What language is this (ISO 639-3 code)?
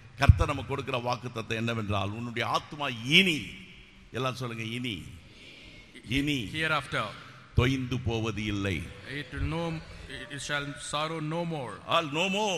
tam